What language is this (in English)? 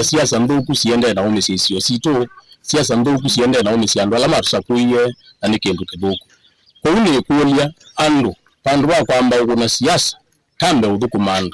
Kamba